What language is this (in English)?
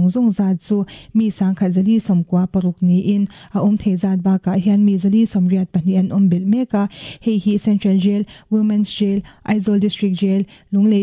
Mizo